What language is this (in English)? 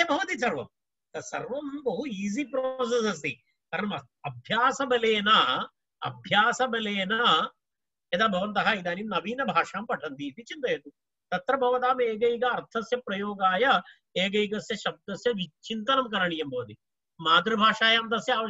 Sanskrit